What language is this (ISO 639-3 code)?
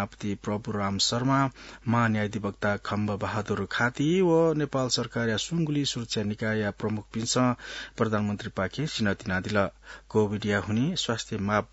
new